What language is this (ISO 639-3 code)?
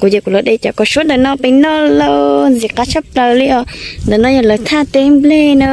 hmn